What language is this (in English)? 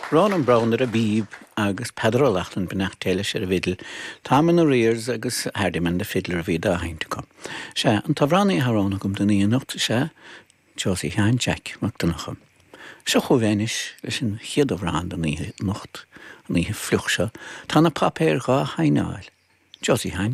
Irish